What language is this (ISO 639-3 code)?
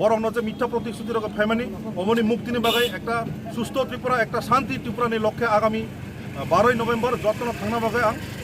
trp